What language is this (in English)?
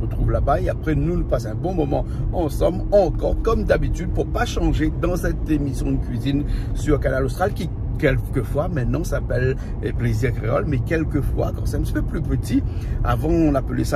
Réunion Creole French